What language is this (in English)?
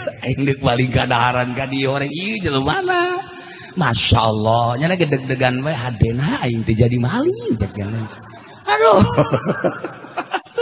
Sundanese